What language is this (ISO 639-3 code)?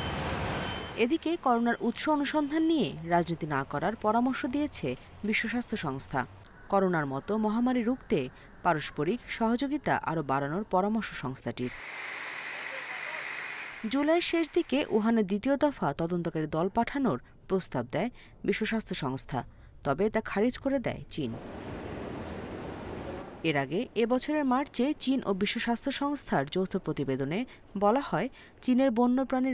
ben